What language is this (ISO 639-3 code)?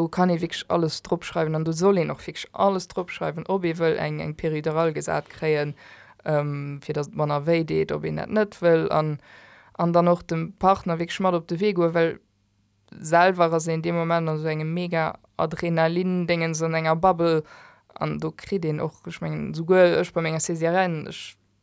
ltz